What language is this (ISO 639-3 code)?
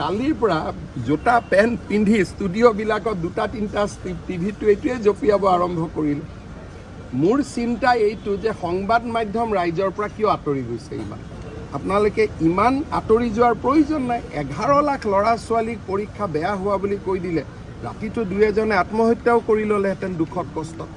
asm